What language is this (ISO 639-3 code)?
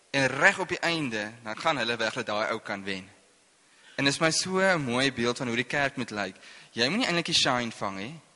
afr